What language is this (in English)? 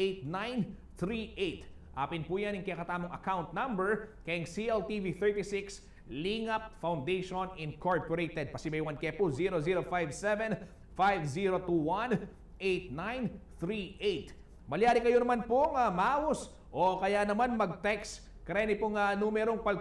Pampanga